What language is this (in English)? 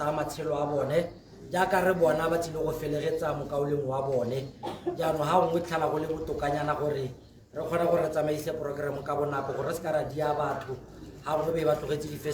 Tswana